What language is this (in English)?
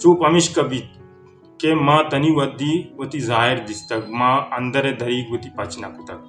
Baluchi